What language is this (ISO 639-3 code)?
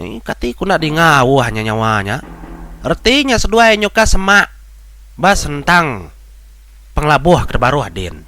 iba